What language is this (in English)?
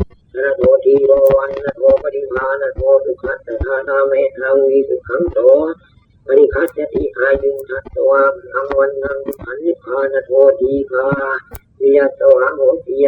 Pali